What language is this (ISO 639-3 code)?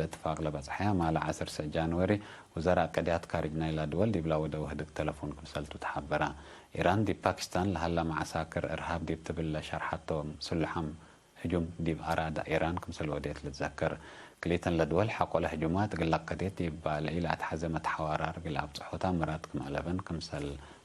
tig